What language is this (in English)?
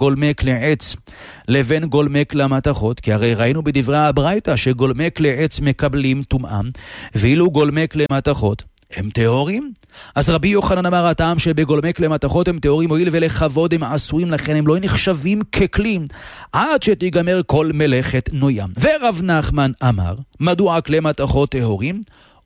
Hebrew